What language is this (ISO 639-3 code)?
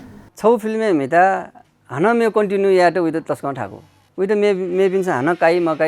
new